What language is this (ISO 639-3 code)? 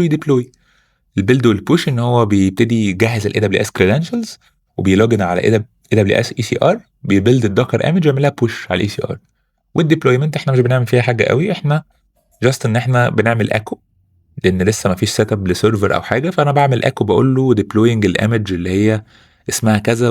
arz